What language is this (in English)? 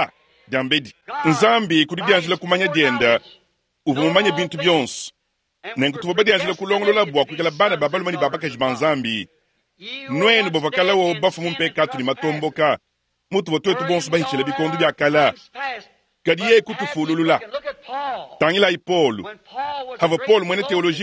Luba-Lulua